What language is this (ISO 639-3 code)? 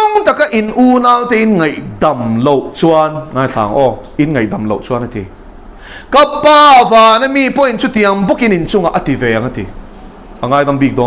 lus